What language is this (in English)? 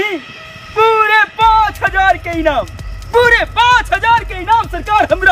Magahi